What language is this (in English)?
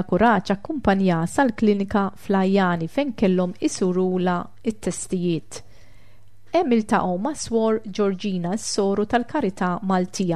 Maltese